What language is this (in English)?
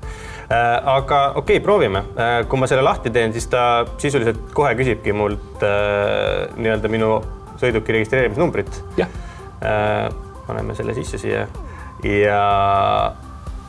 Estonian